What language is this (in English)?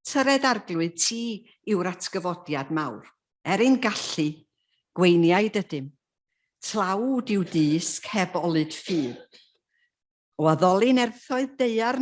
Welsh